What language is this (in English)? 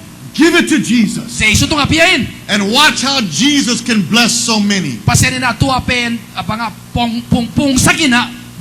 Tedim Chin